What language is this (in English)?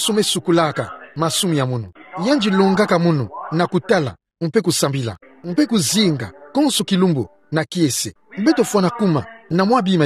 Kituba (Democratic Republic of Congo)